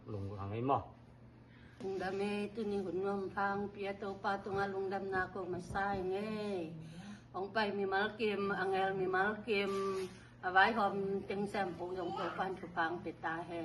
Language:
Tedim Chin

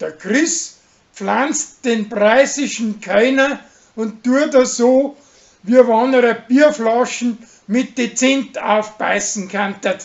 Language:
Bavarian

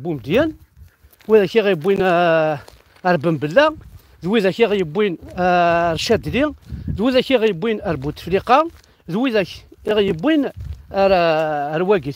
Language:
Kabyle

